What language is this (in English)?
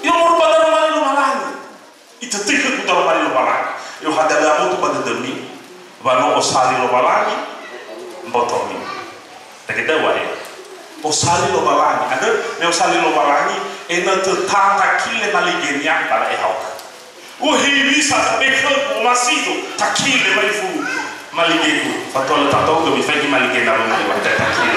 Nias